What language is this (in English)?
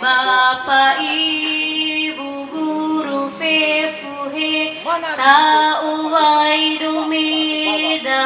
Nias